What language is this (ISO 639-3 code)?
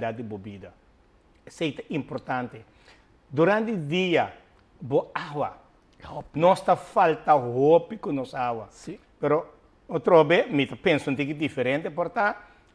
pap